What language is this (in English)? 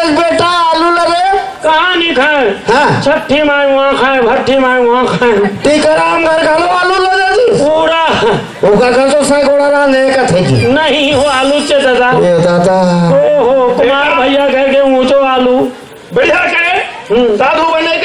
Chhattisgarhi